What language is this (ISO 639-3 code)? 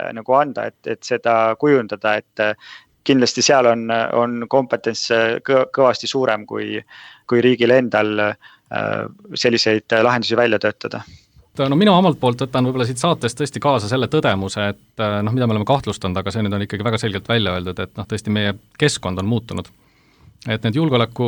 est